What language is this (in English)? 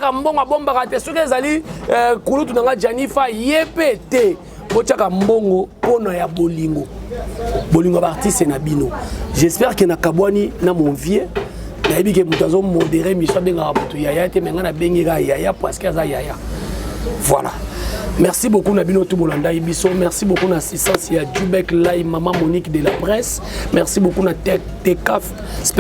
Lingala